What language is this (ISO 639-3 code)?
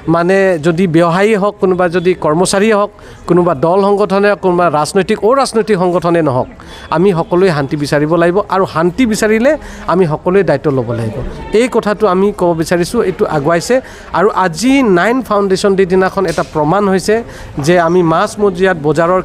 asm